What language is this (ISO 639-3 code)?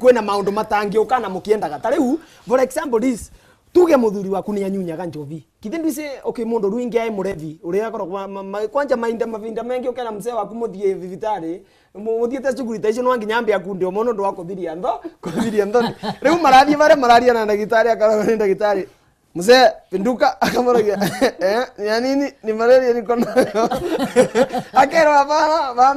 mer